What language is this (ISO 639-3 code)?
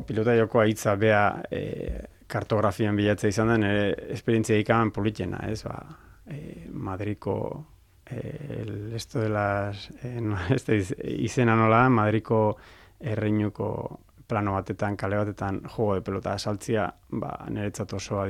eus